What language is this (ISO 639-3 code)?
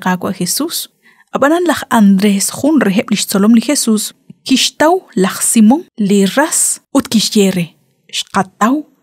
kek